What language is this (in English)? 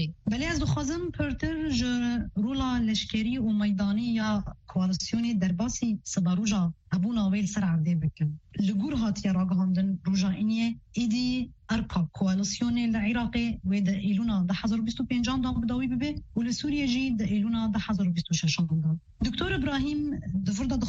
Kurdish